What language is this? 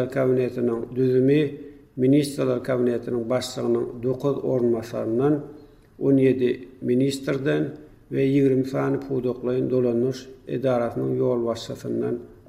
Turkmen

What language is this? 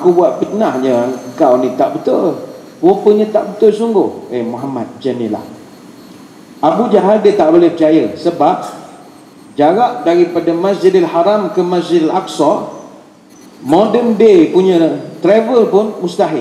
Malay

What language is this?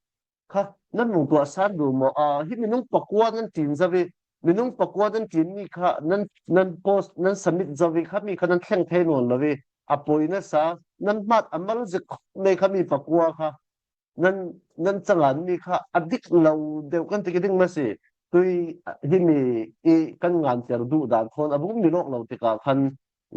Falam Chin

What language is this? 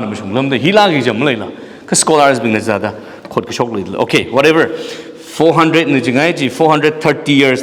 Tangkhul Naga (India)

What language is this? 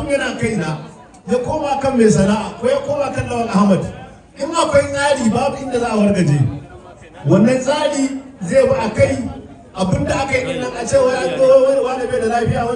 Hausa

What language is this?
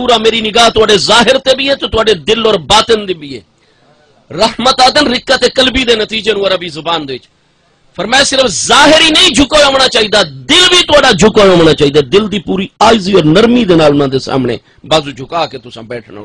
Saraiki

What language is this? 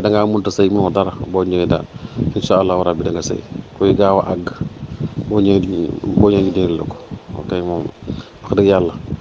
Wolof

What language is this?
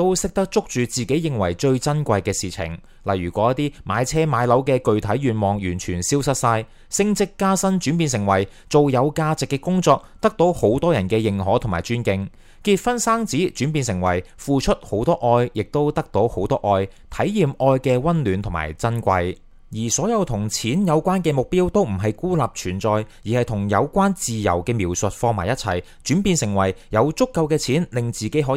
Cantonese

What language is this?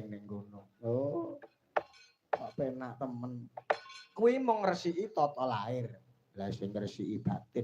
Javanese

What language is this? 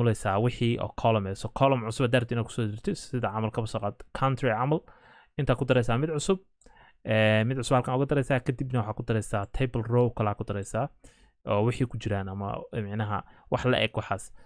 Somali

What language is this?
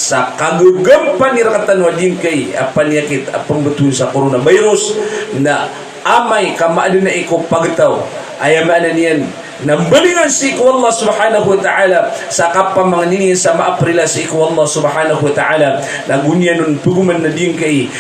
Maranao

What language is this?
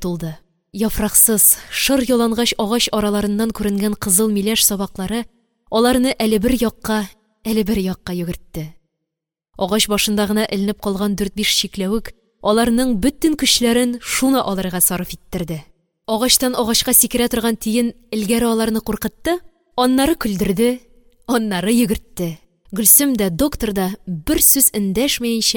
Tatar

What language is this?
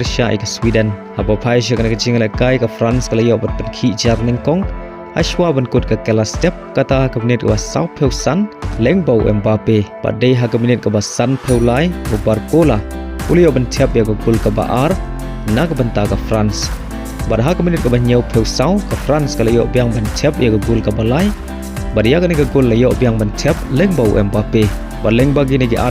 Khasi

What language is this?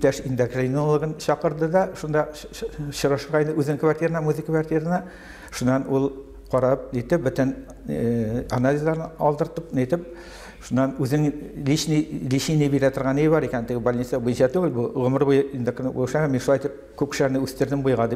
Tatar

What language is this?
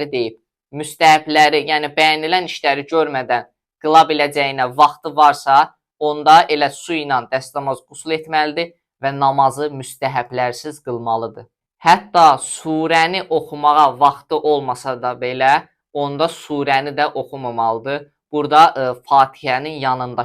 Azerbaijani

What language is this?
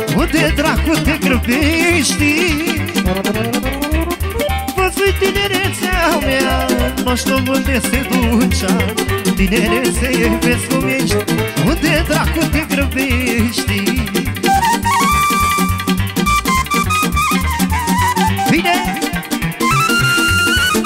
Romanian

